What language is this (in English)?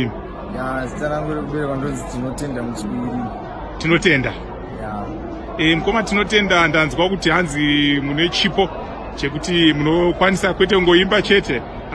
Shona